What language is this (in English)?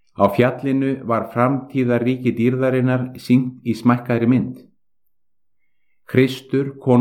Icelandic